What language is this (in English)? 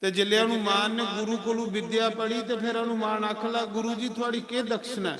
Dogri